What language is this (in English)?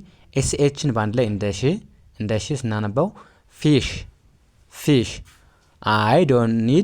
Amharic